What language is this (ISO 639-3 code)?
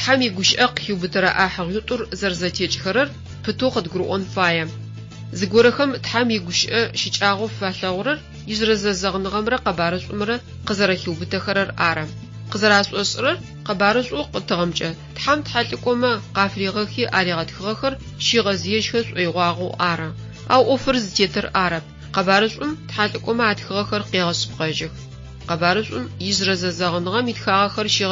ady